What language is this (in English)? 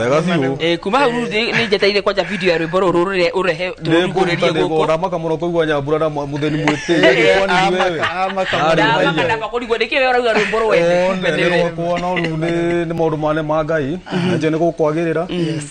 Kikuyu